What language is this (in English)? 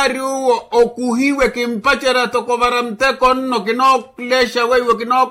Makhuwa